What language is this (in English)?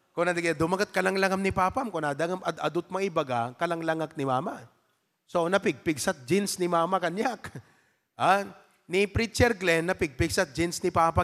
Iloko